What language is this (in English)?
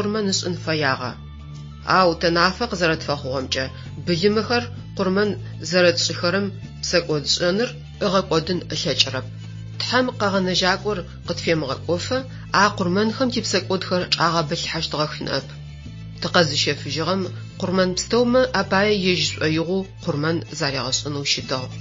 Adyghe